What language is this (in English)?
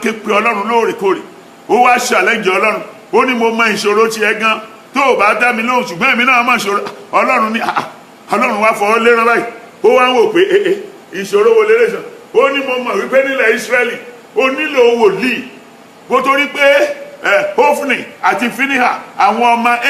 Yoruba